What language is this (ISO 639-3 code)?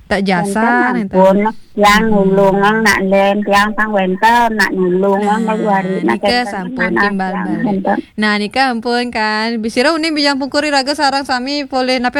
ban